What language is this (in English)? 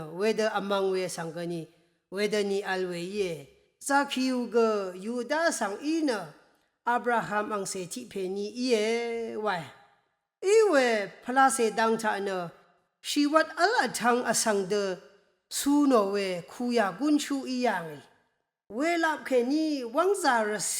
Rawang